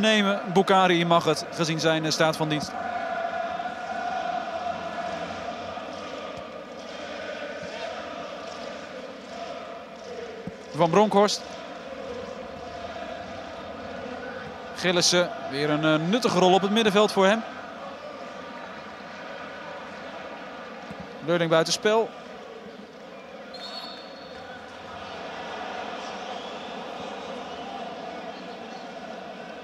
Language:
Dutch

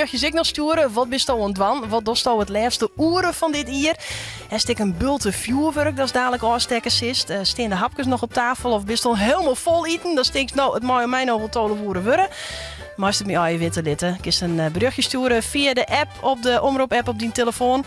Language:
Western Frisian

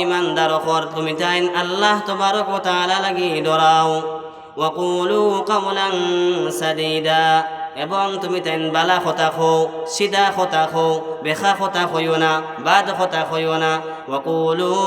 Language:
Sylheti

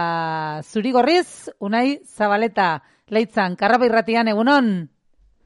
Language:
Basque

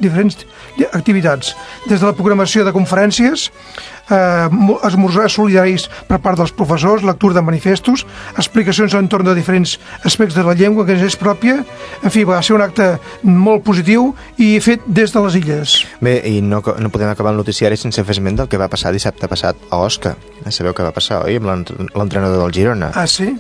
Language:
Catalan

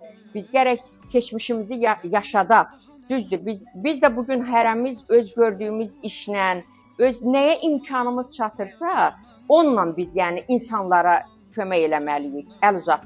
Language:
Azerbaijani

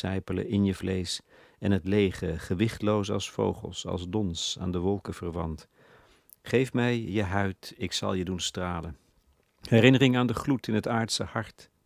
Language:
Dutch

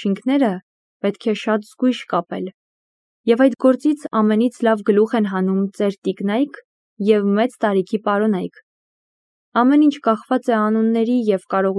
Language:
Armenian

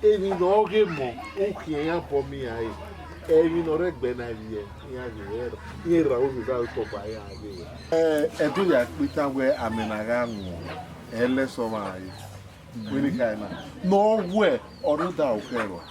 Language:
Bini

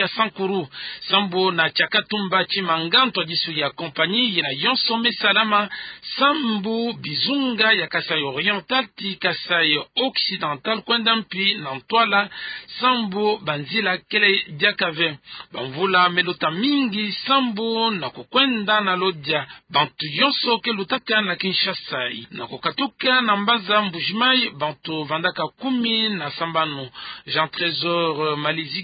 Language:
Kituba (Democratic Republic of Congo)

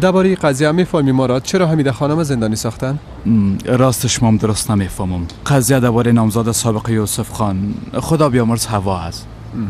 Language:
Persian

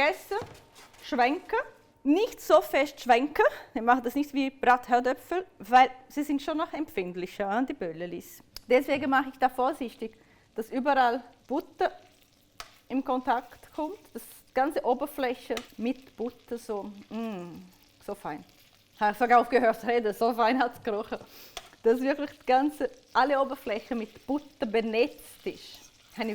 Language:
Swiss German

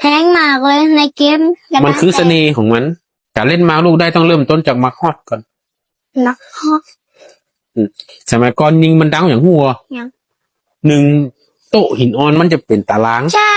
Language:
Northern Thai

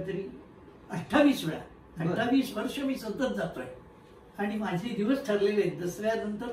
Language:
Marathi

